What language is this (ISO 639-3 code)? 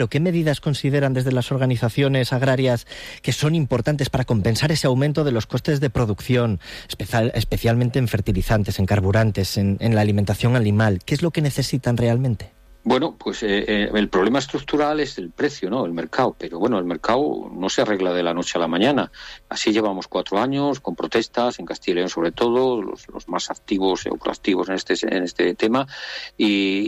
spa